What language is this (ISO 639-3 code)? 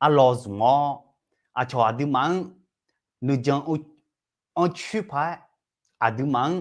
ahk